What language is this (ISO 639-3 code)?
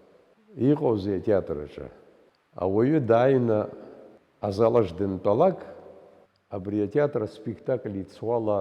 abk